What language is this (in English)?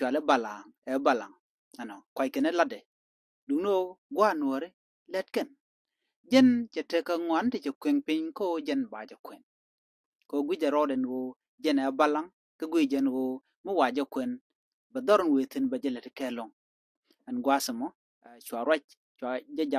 Nuer